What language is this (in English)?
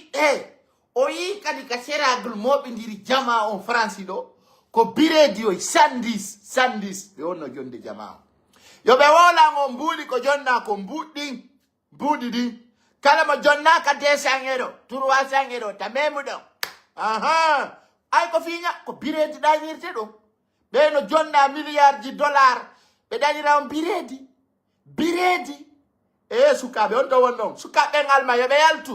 Fula